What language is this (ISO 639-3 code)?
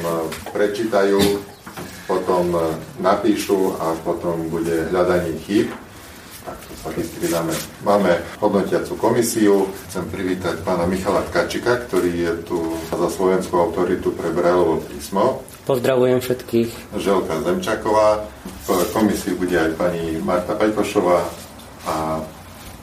slk